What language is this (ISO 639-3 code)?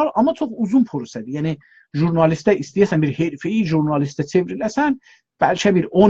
azb